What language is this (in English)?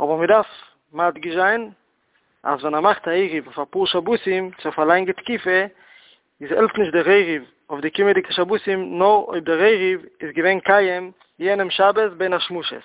Yiddish